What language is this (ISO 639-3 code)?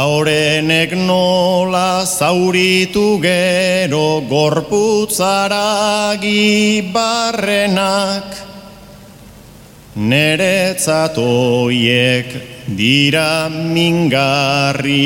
eus